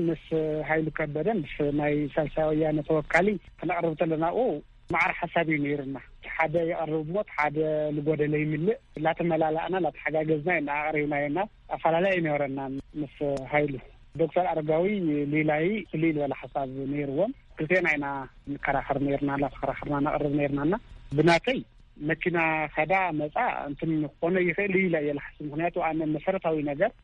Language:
Tigrinya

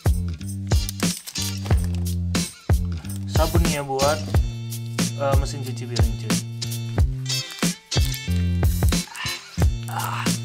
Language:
Indonesian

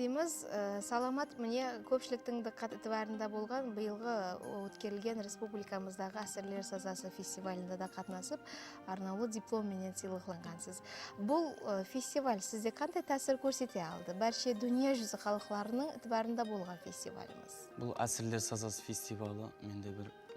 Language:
Kara-Kalpak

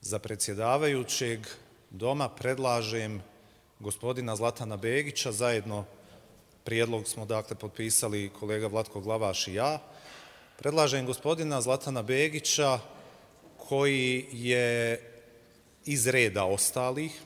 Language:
Bosnian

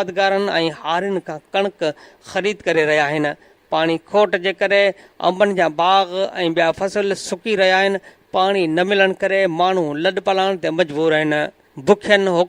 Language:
Sindhi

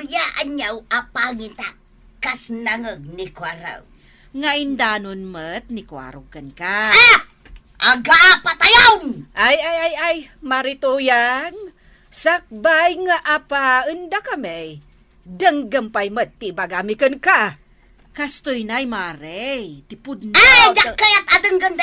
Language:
Iloko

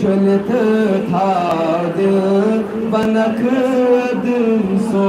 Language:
Kashmiri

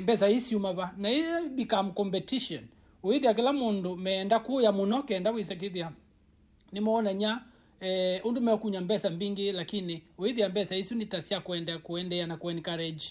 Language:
Kamba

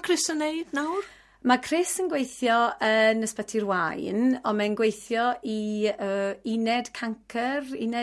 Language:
Welsh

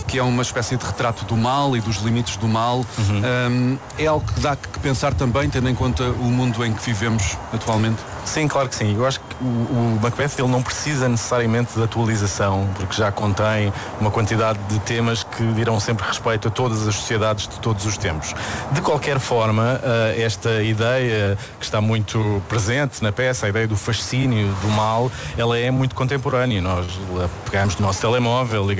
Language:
Portuguese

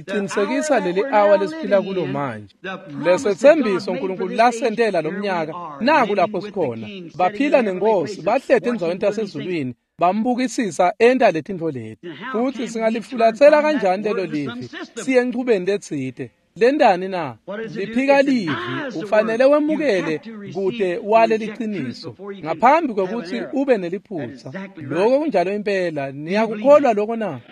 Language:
Swati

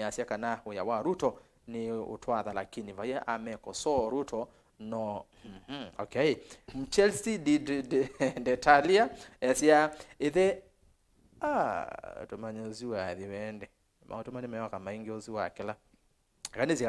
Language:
Kamba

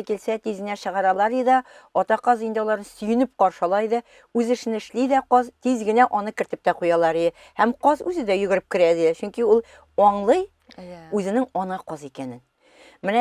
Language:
Tatar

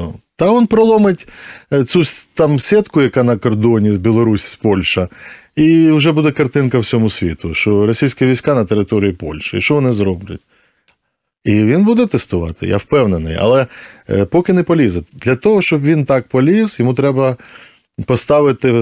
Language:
Ukrainian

